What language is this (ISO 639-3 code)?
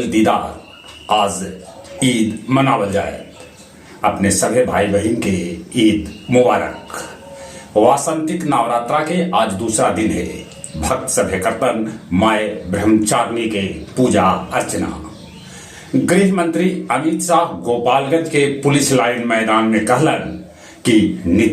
mag